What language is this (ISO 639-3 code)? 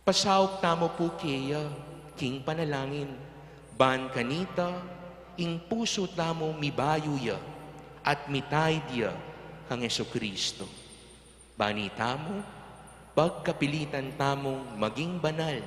pam